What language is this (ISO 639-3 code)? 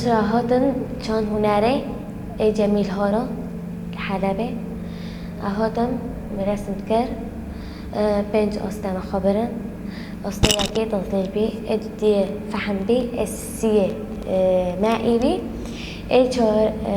kur